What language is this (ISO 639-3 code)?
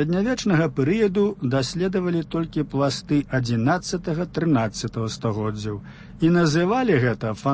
bel